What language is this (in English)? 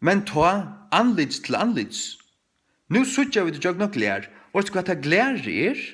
Faroese